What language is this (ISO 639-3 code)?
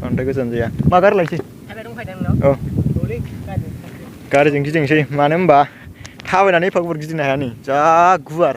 brx